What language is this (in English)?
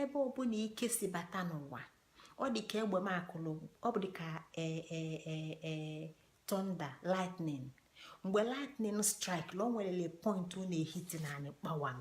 Igbo